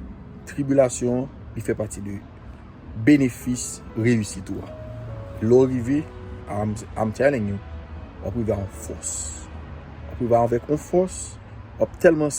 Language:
Haitian Creole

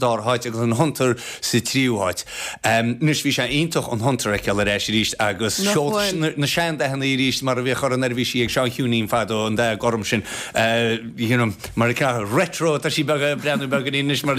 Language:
Irish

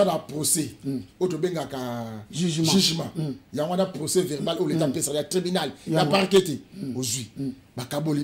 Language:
Lingala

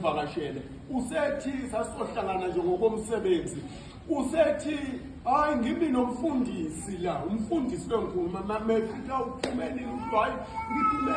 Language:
Zulu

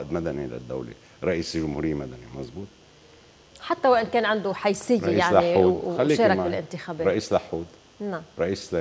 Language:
North Levantine Arabic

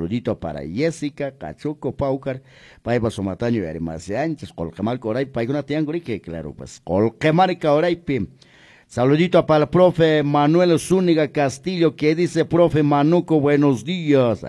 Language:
Quechua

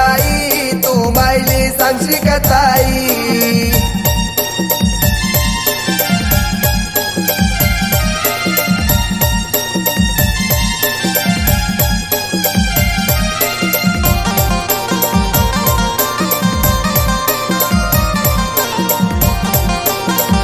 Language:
Marathi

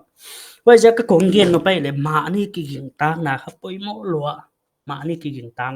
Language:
Paite Chin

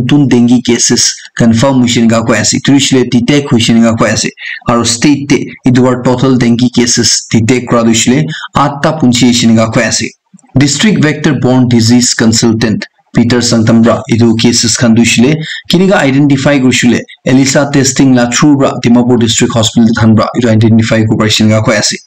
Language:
Naga Pidgin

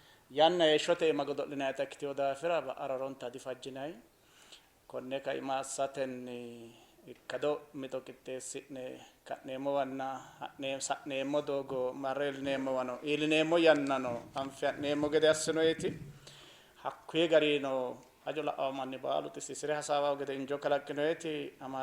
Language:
Sidamo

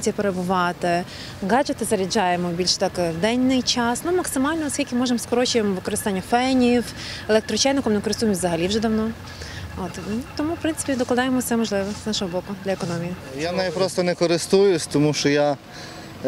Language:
Ukrainian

